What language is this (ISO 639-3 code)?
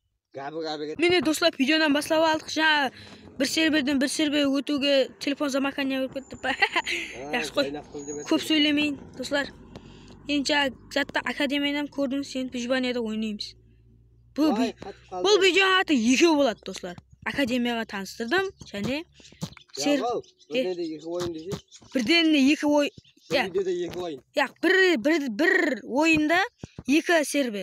kaa